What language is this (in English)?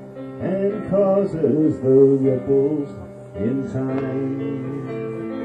English